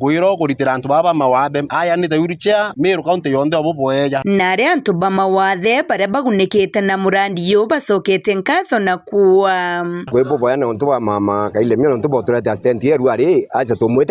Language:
Meru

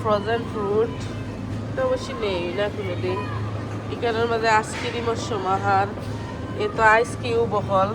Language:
Sylheti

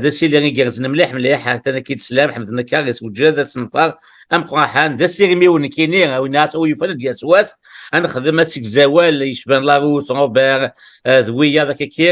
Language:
Kabyle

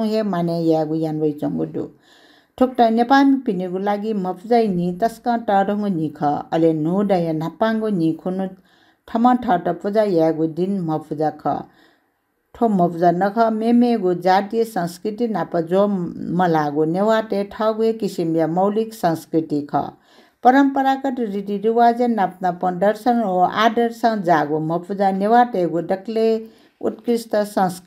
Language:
Newari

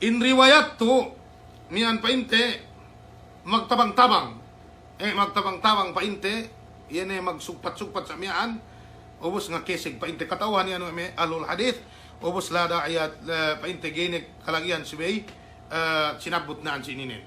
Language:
Yakan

